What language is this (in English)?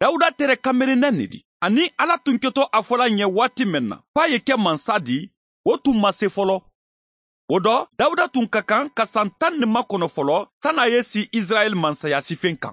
Bambara